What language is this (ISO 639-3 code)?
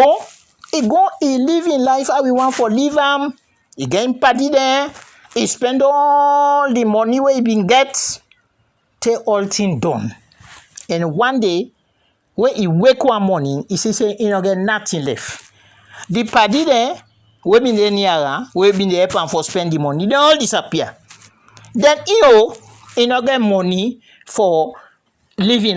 kri